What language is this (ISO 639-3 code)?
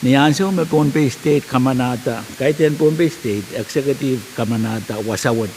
pon